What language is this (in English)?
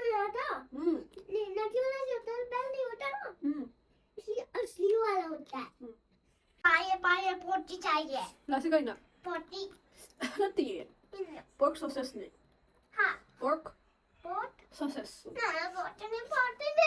Manipuri